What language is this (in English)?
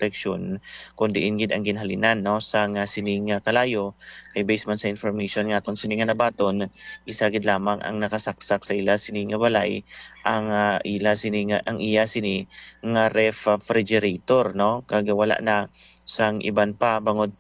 Hiligaynon